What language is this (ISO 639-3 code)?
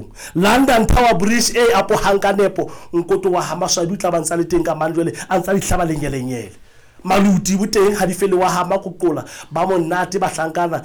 sot